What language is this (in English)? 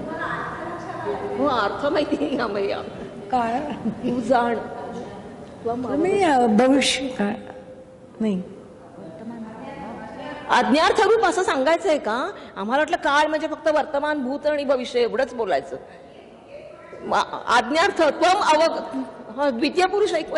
Marathi